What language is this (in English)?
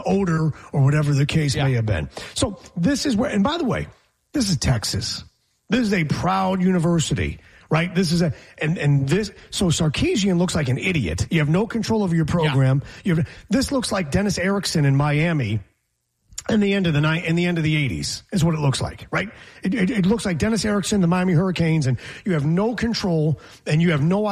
English